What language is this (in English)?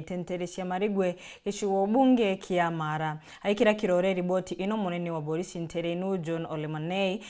Meru